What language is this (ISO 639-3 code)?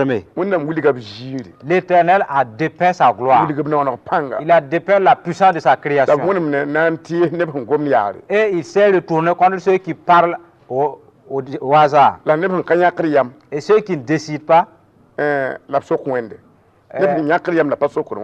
mos